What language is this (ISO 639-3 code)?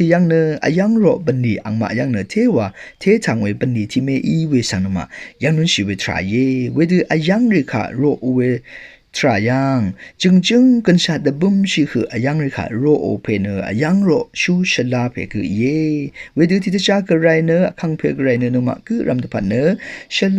raw